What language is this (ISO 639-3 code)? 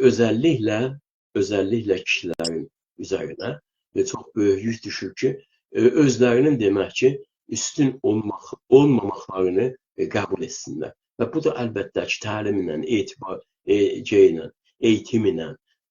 azb